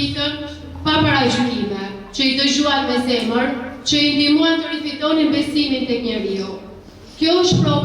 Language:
Albanian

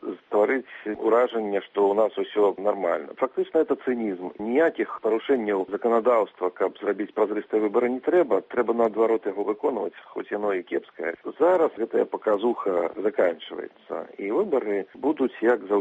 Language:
Belarusian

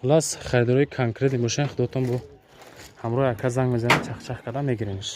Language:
Tajik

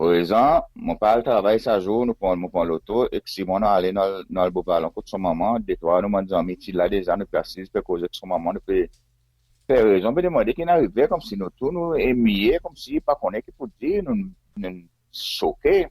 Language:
Seselwa Creole French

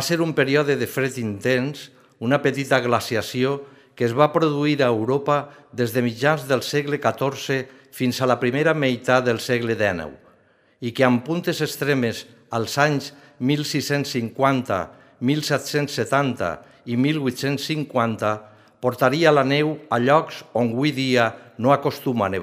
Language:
Catalan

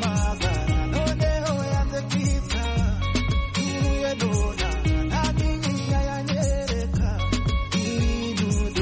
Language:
Kinyarwanda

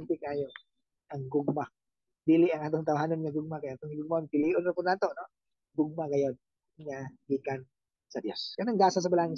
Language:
Cebuano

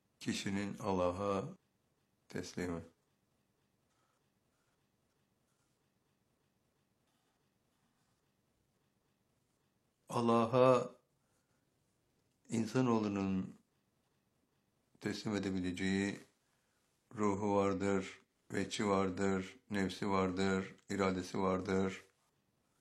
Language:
Turkish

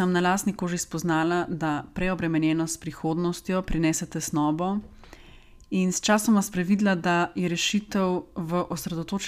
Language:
Slovenian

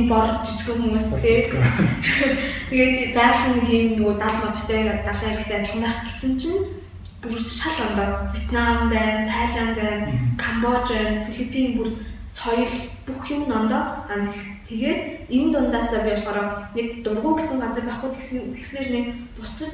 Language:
Mongolian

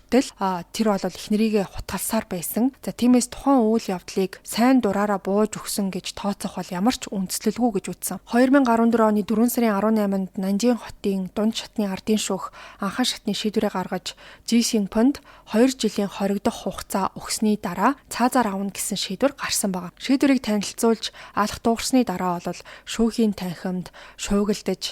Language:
Mongolian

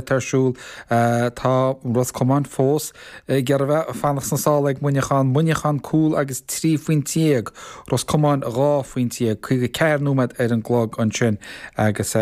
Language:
Irish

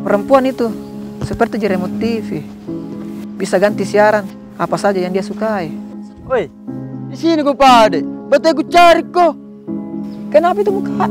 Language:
Makassar Malay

